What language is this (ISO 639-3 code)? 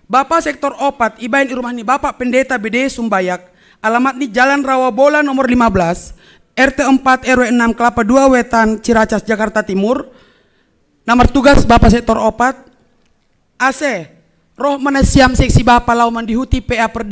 bts